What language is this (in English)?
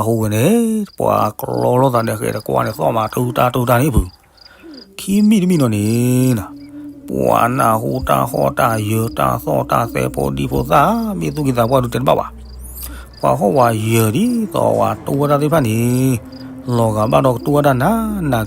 S'gaw Karen